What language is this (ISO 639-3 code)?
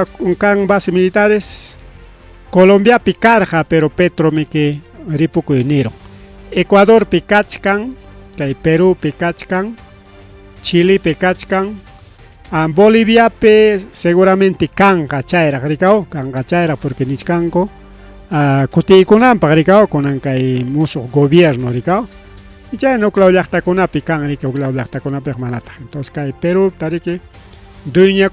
quy